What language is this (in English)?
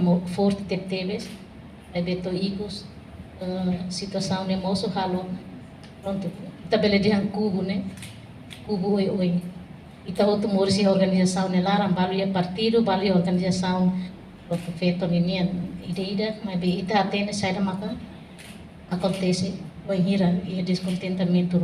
Tetum